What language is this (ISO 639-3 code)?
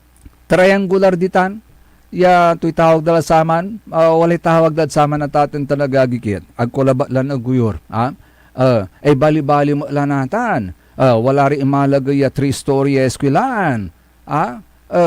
pag